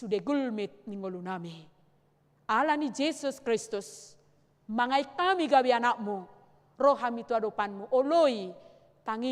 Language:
Batak Toba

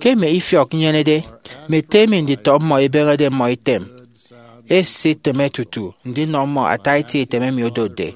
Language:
Efik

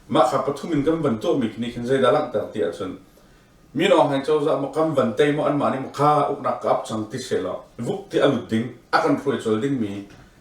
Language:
Hakha Chin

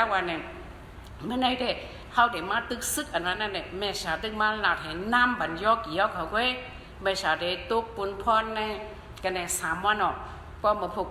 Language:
Shan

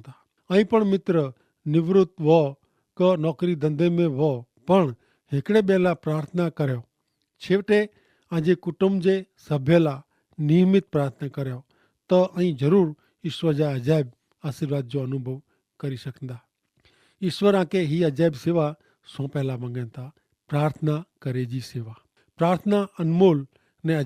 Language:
Kachhi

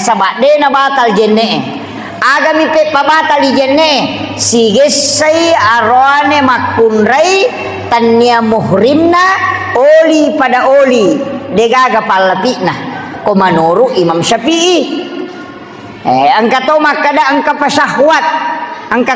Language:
Buginese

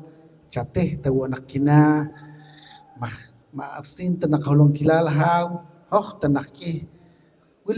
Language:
Poqomchi'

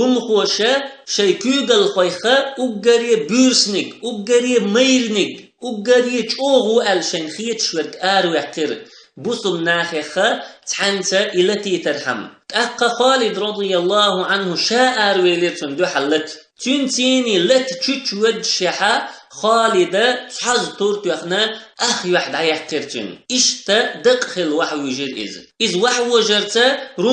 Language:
Chechen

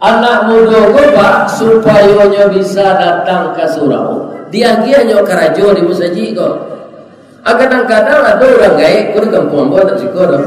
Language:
Minangkabau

